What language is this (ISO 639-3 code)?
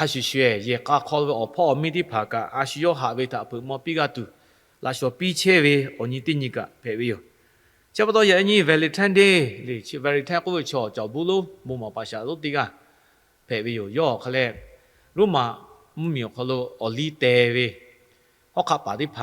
lhu